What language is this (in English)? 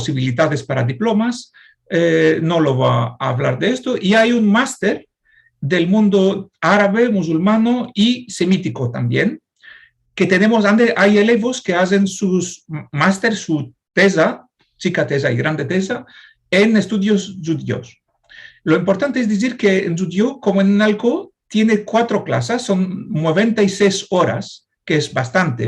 Ladino